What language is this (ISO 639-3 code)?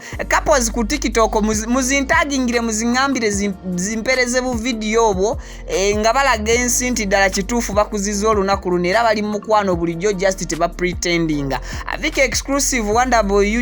lug